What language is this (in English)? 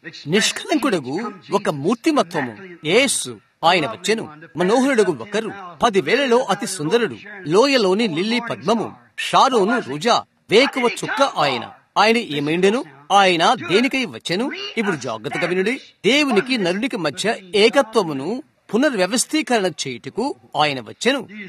Telugu